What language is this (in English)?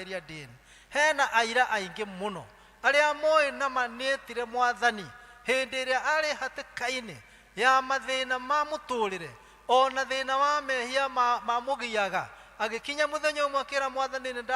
Kikuyu